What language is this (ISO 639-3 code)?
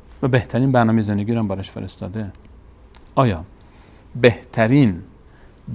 fas